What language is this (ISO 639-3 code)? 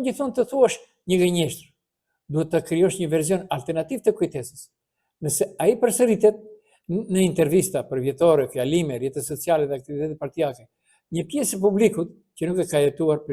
sqi